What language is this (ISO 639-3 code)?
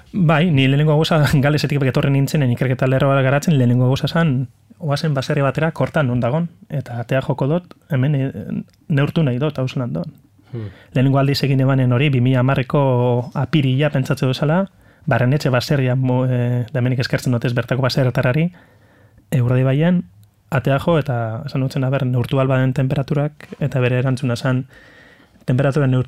eus